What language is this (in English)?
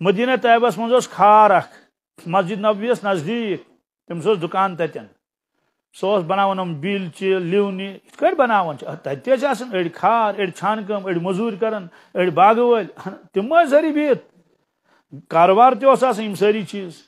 Kashmiri